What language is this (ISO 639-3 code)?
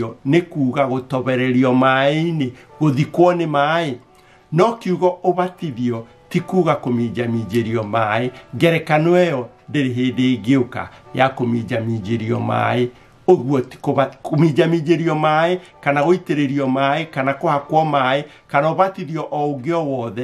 kik